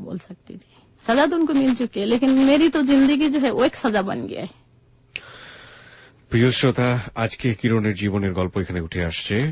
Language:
Bangla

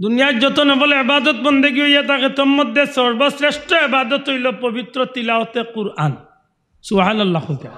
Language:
Sylheti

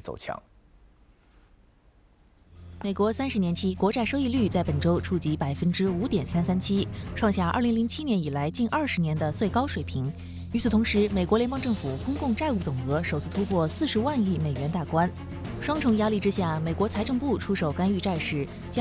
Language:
Chinese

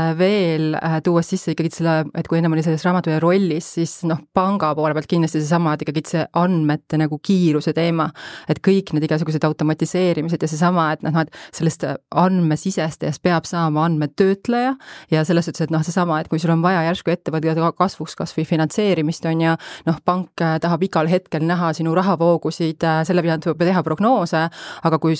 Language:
Estonian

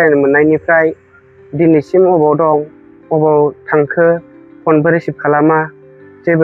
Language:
Bodo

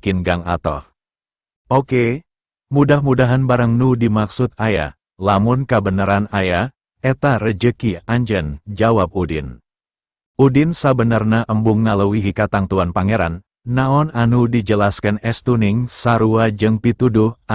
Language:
Sundanese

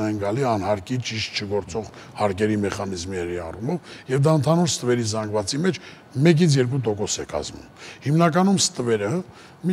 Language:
Armenian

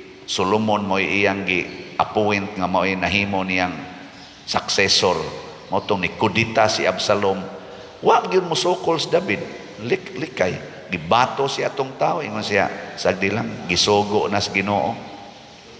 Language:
Cebuano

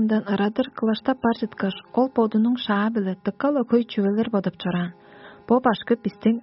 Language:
Tuvinian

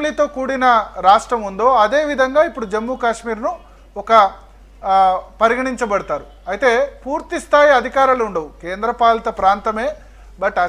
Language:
Telugu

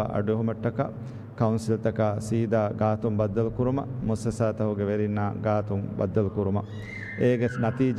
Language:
Divehi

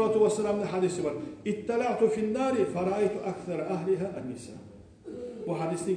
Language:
Kumyk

